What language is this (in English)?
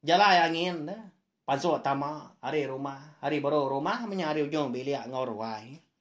Iban